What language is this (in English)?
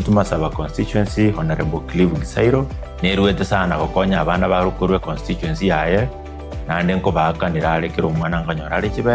Gusii